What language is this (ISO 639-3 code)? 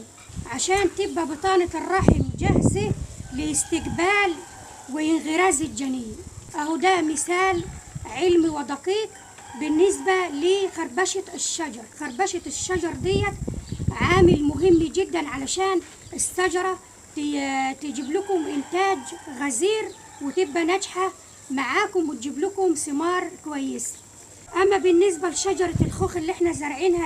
arz